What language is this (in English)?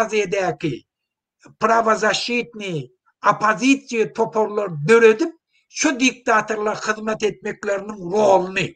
Turkmen